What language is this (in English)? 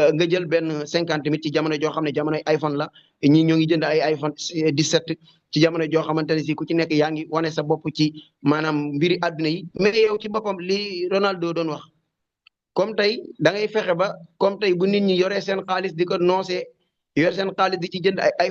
Wolof